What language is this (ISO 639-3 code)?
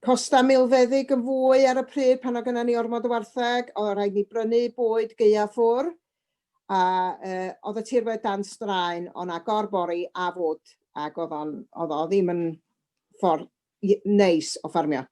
cym